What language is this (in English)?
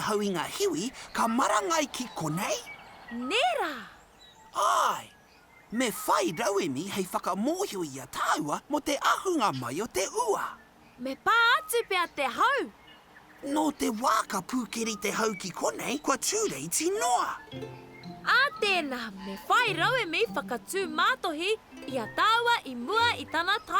Māori